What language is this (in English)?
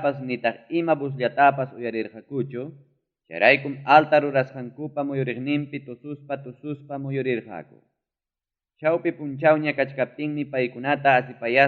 Ayacucho Quechua